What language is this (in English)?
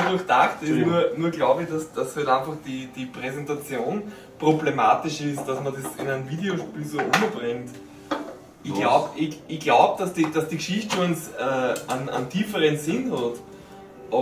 Bavarian